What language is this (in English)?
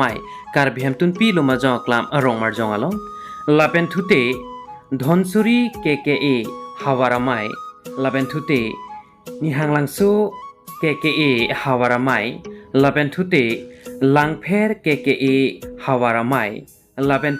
Karbi